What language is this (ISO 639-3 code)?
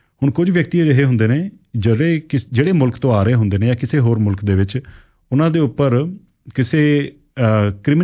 pan